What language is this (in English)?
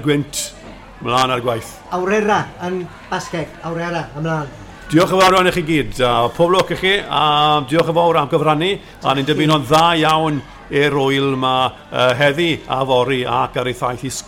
Welsh